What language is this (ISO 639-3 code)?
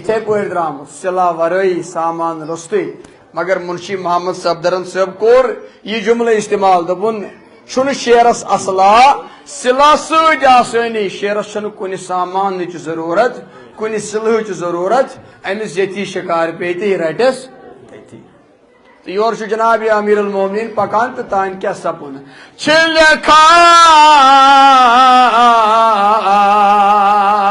kas